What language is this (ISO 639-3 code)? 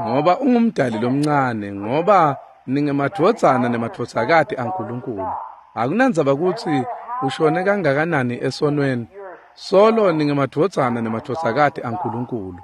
ssw